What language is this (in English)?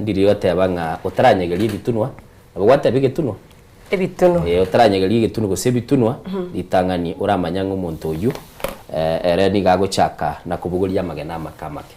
Gusii